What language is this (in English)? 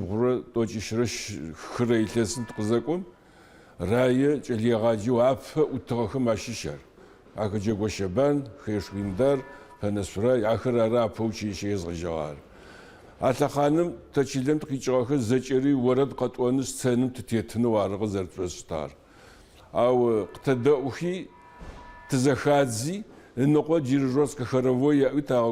Adyghe